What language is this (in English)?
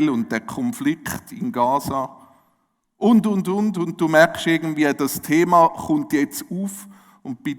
Swiss German